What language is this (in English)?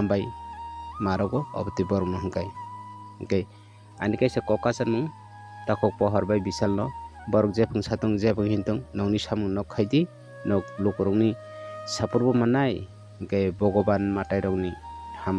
Kok Borok